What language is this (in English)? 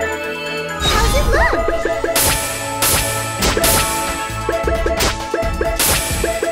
English